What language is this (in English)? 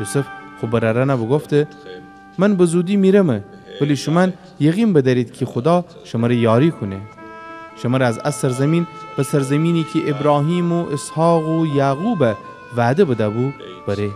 Gilaki